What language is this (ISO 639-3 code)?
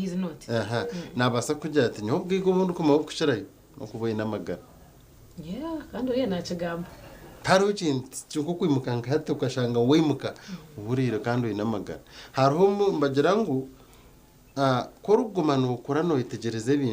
nyn